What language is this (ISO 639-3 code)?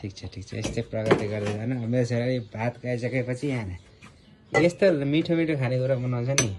nep